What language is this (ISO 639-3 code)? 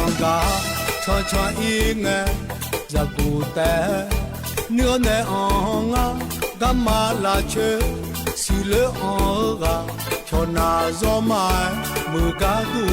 ahk